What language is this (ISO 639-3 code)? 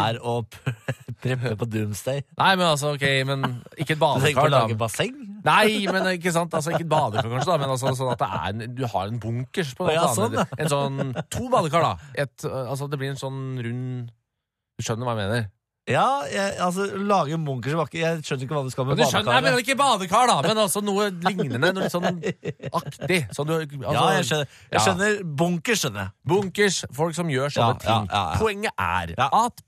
nor